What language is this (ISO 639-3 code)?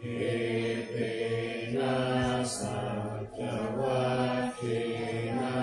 pli